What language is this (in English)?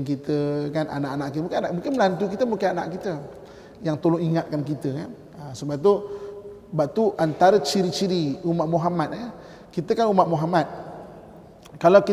Malay